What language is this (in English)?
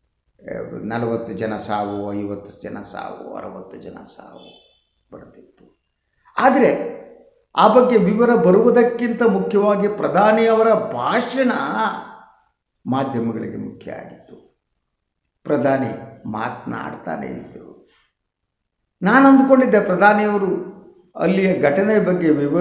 Kannada